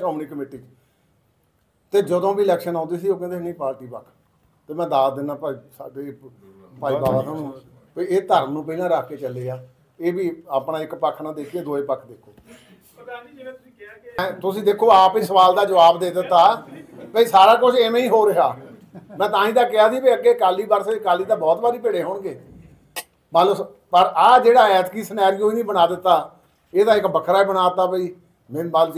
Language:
Punjabi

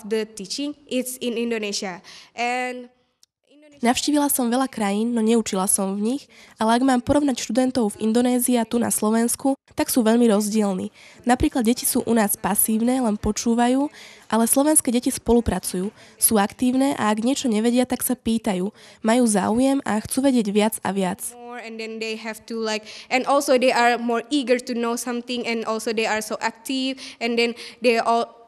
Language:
Slovak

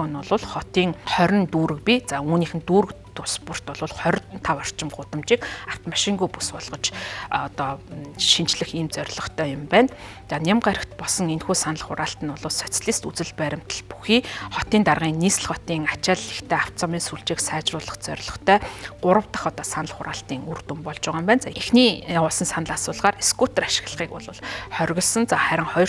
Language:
Mongolian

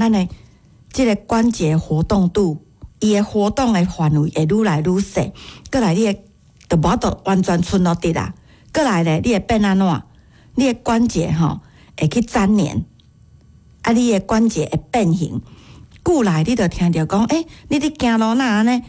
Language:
Min Nan Chinese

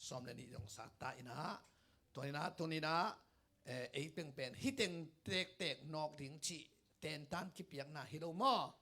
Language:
Tedim Chin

